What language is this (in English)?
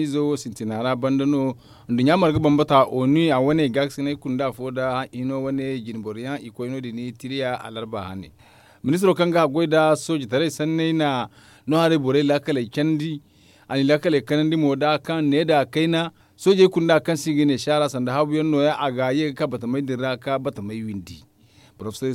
Zarma